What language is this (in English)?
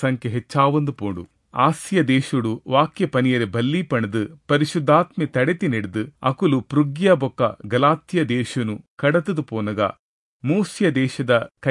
Tulu